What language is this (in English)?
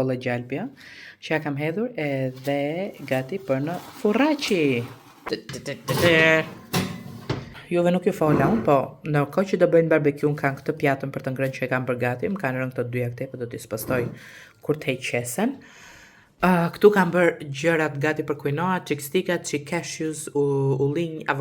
Albanian